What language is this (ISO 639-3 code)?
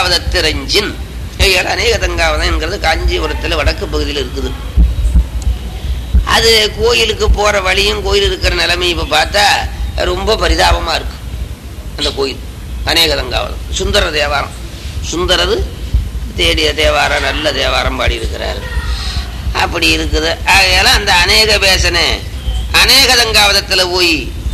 tam